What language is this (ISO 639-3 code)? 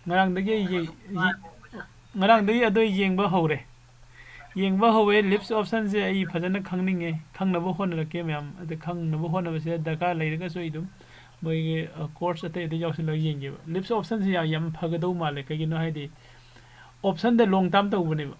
mni